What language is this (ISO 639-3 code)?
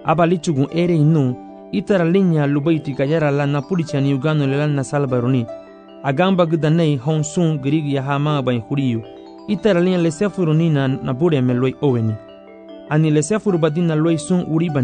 cab